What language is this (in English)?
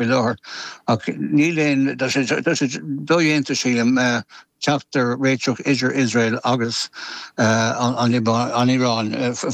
Irish